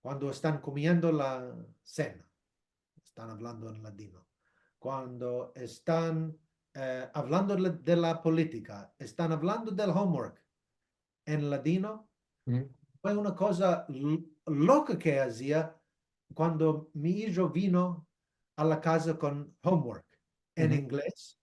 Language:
Ladino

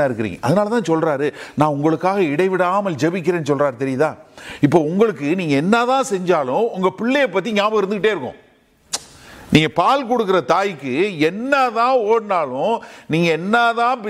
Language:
Tamil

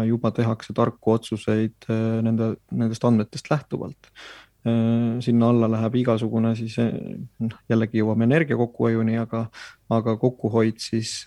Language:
Estonian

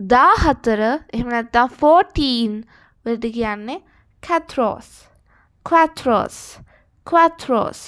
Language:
Sinhala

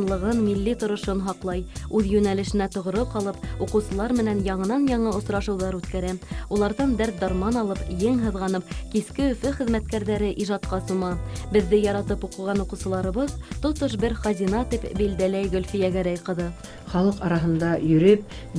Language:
Bashkir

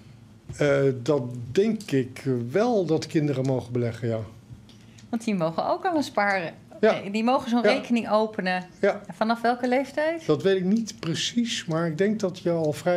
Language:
Dutch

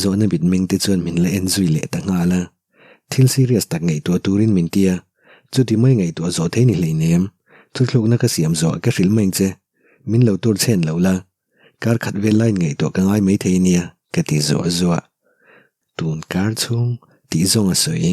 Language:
Mizo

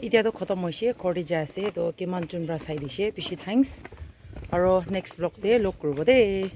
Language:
Naga Pidgin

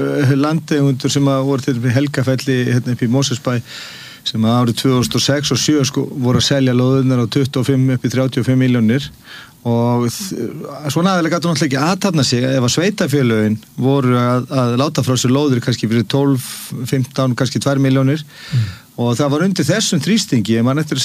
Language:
Icelandic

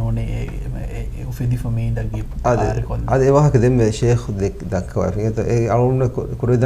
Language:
Divehi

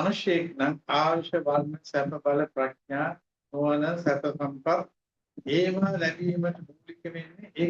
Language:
Sinhala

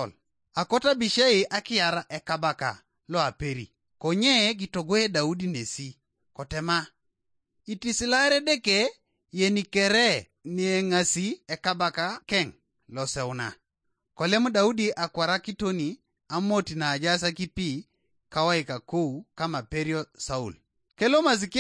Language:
Teso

